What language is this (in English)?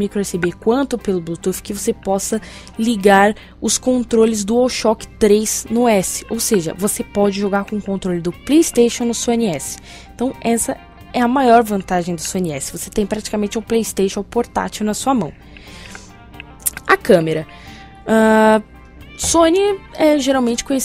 Portuguese